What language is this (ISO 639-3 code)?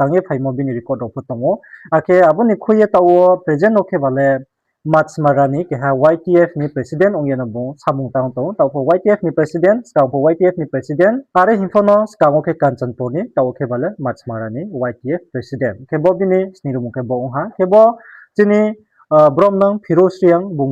ria